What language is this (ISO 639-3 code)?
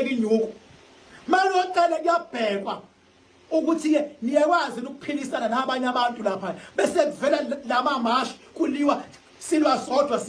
zul